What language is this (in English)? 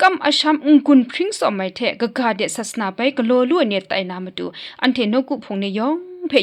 Kachin